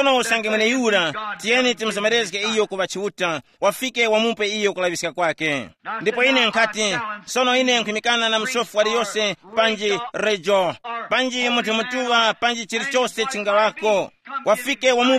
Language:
Tumbuka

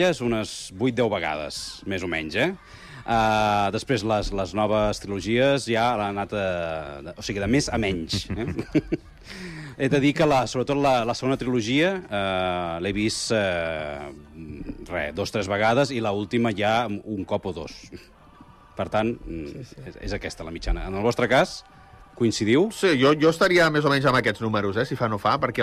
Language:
Catalan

